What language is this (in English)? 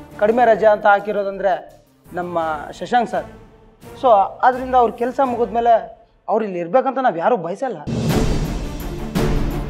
Kannada